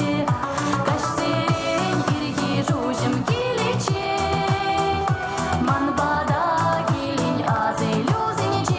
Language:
Chuvash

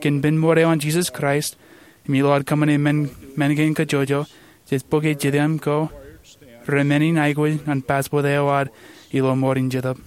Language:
Marshallese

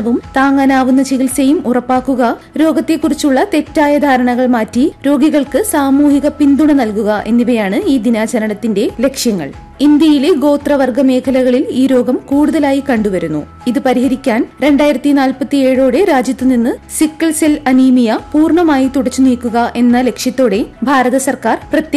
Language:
Malayalam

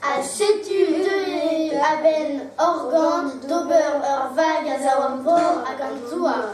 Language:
Breton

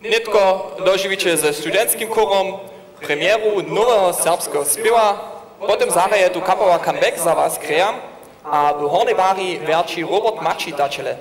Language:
Upper Sorbian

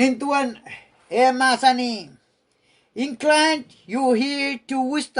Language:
Pohnpeian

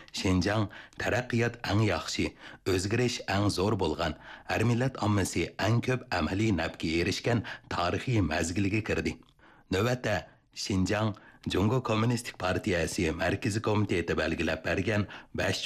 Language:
Uyghur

